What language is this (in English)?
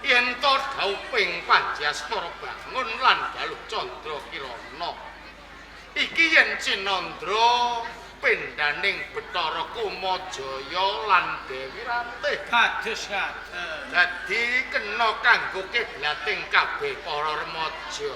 Javanese